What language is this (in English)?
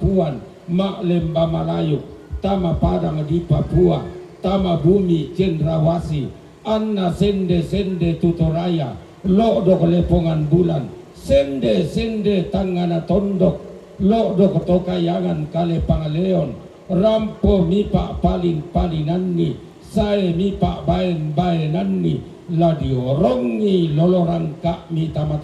Toraja-Sa'dan